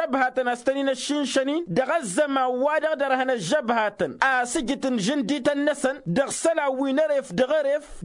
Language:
Tamasheq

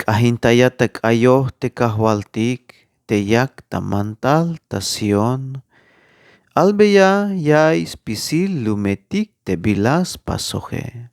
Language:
Tzeltal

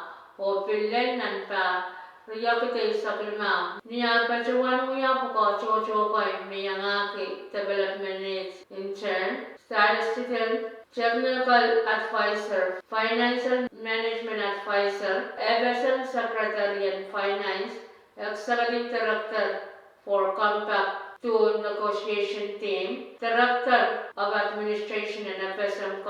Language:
Pohnpeian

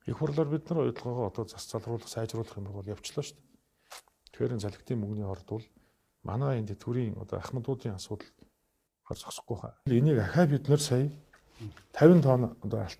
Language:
Mongolian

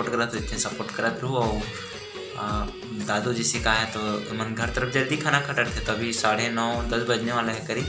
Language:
Chhattisgarhi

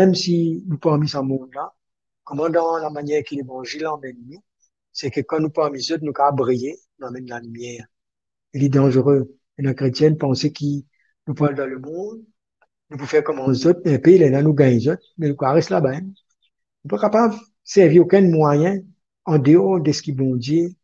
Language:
Morisyen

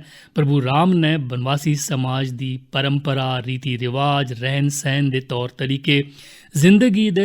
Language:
Dogri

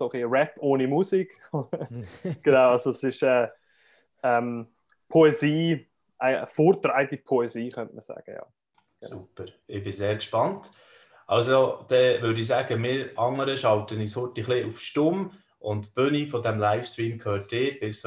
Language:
Swiss German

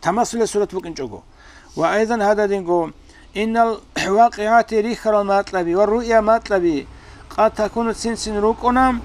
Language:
Avaric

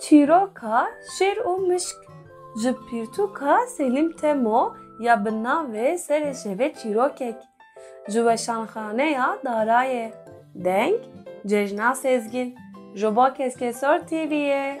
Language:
Kurdish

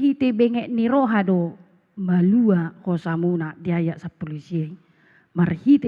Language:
Batak Toba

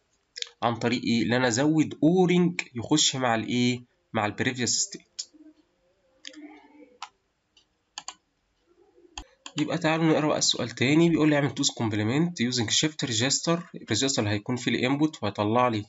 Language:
Egyptian Arabic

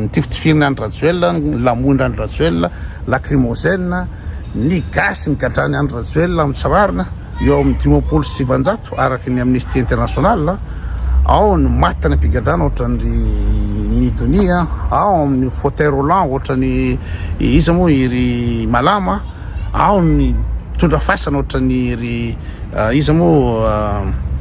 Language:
Malagasy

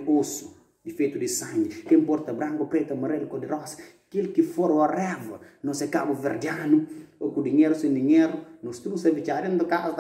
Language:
Kabuverdianu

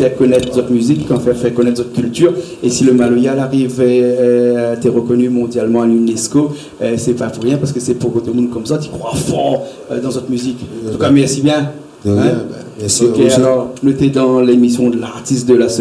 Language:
Réunion Creole French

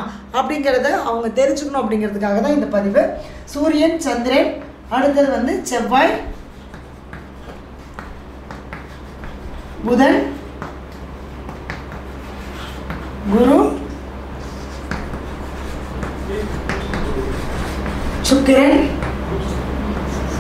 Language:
Tamil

